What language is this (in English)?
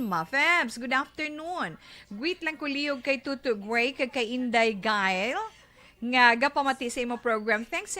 Hiligaynon